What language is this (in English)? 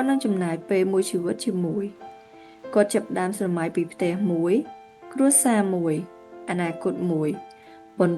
Khmer